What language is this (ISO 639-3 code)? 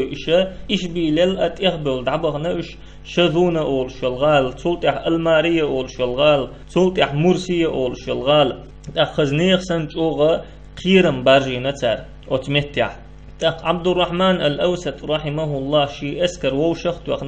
che